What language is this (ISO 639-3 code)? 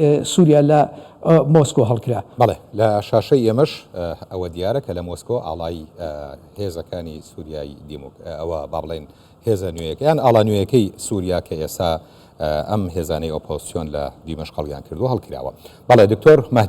ckb